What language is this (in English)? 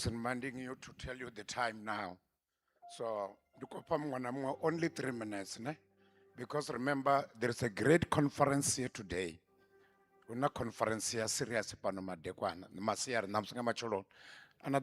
Venda